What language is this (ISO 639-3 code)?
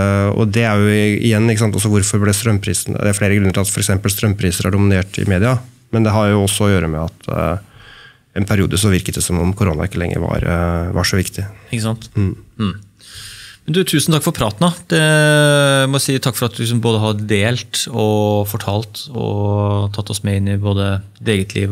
nor